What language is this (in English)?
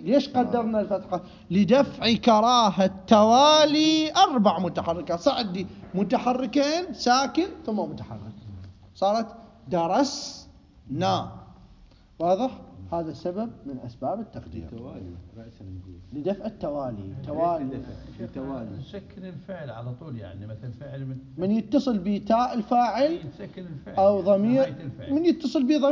Mesopotamian Arabic